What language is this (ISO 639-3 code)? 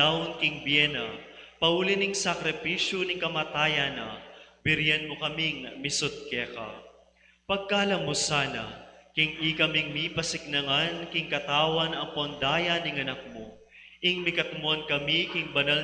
pam